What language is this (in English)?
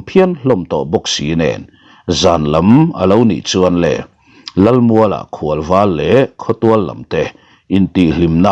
Mizo